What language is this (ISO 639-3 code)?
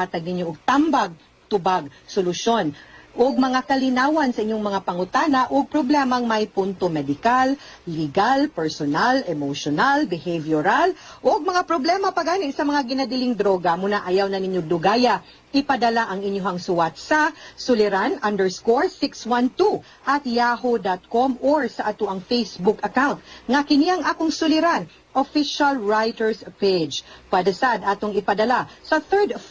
ceb